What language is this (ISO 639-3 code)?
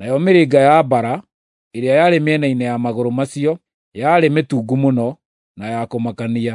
kik